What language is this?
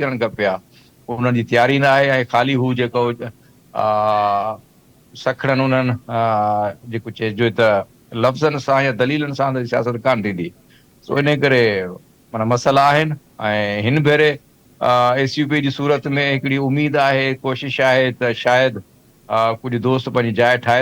Sindhi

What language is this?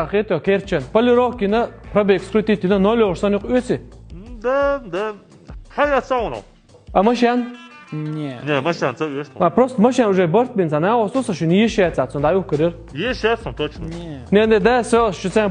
Chechen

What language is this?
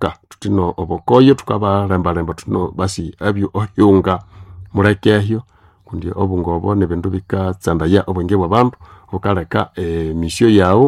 Nande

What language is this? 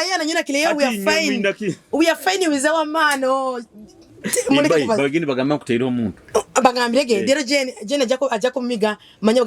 Nyoro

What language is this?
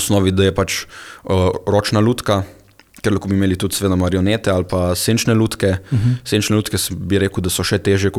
Slovenian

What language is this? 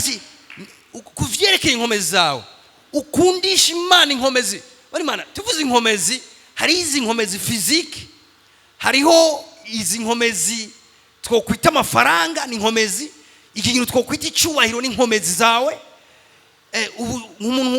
Rundi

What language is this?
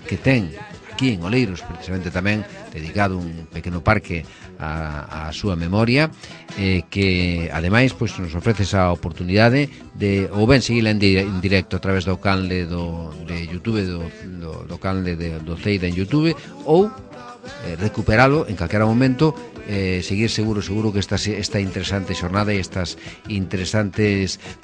Galician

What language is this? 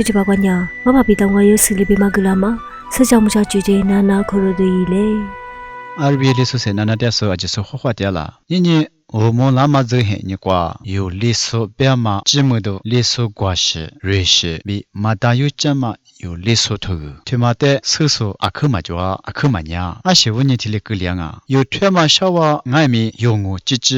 Lisu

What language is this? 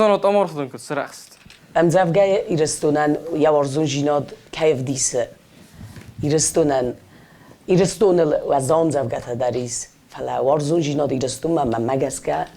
Ossetic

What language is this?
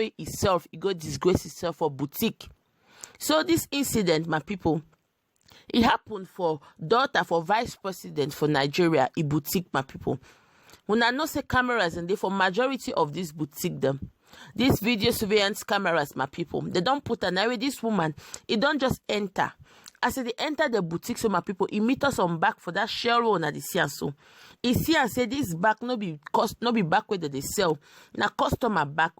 Nigerian Pidgin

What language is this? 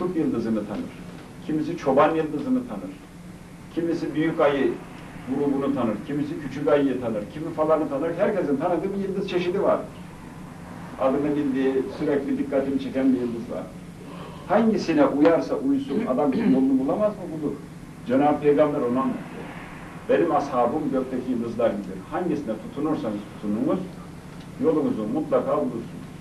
Turkish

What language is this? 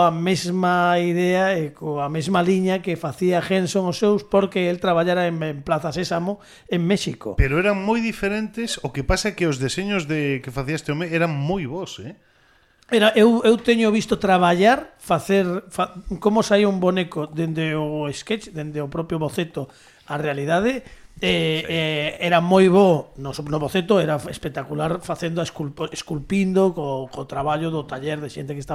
Galician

